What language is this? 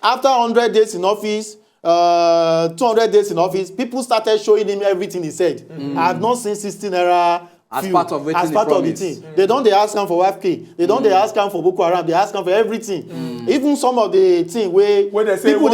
Nigerian Pidgin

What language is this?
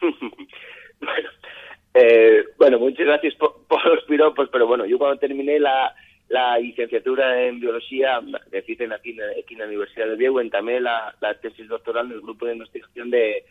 Asturian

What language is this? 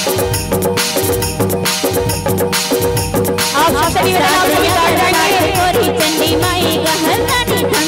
Chhattisgarhi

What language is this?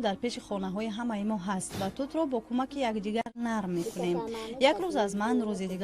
Tajik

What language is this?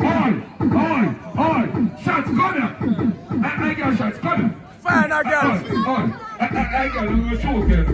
Jamaican Creole English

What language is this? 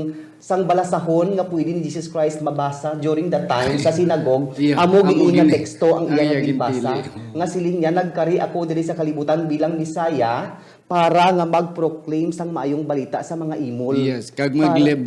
Hiligaynon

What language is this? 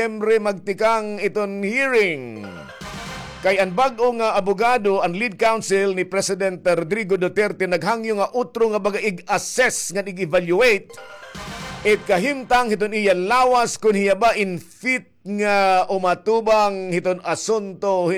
Waray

